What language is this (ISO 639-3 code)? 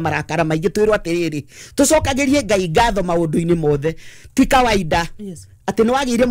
kik